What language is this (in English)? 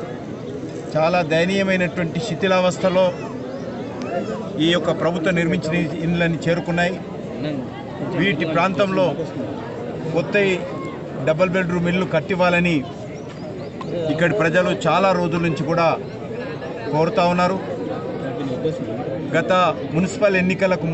Telugu